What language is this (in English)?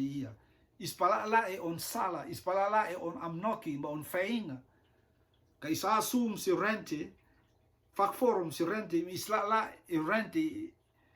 Rotuman